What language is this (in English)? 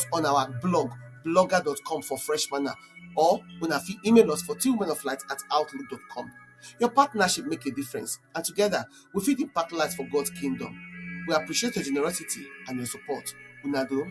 Nigerian Pidgin